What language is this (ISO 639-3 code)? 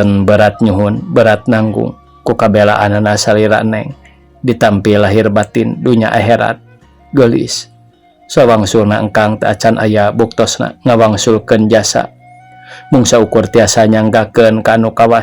sun